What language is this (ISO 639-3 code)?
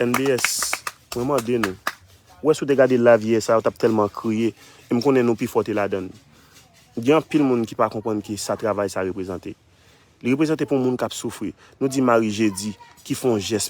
hat